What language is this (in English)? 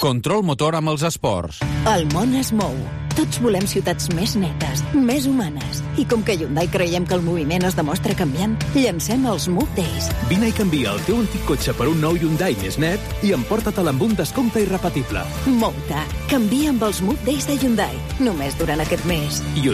Catalan